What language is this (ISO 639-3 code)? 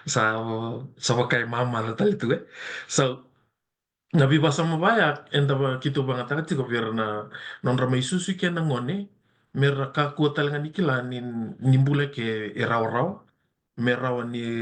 fij